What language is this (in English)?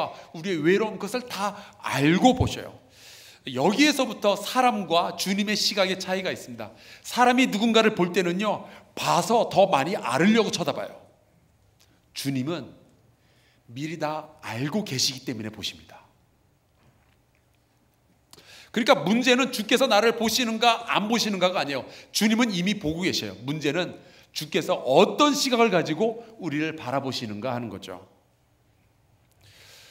Korean